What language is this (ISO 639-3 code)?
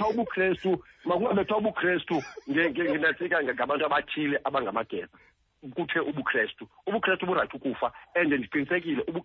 xho